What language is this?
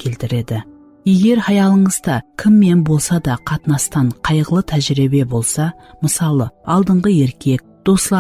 Kara-Kalpak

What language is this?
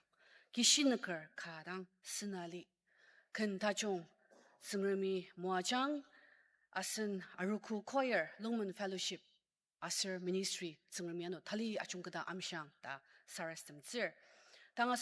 Ao Naga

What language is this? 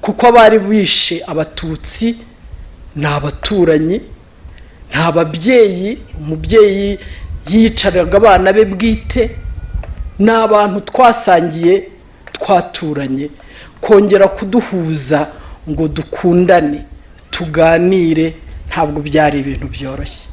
Kinyarwanda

